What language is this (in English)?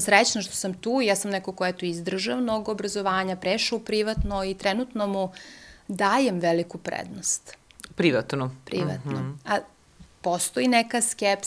Serbian